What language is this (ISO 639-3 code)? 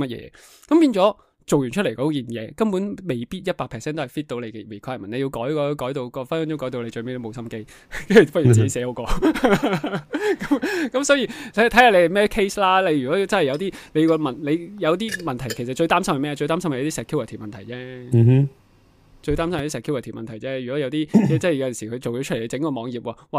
yue